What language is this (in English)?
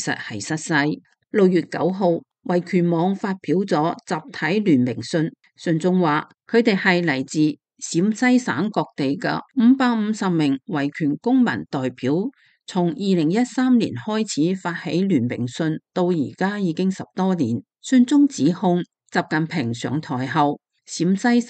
Cantonese